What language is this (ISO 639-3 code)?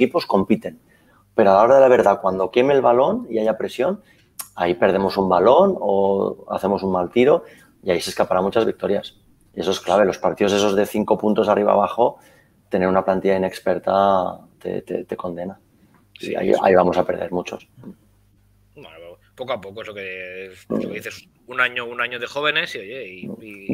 spa